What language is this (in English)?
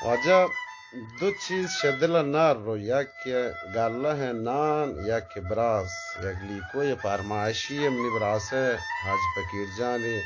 Eastern Balochi